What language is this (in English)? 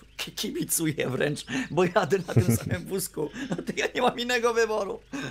Polish